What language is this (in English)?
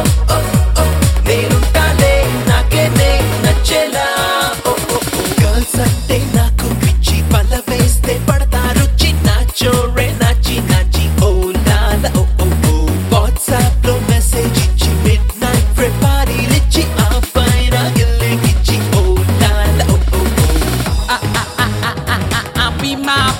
Telugu